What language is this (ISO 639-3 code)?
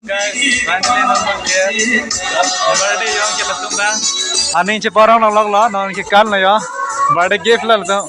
mjw